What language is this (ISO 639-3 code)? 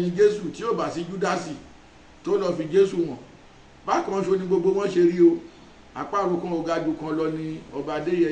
yor